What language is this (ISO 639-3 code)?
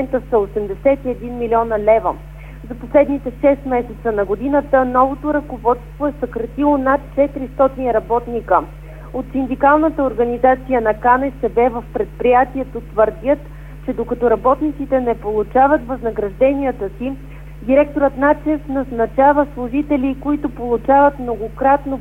bul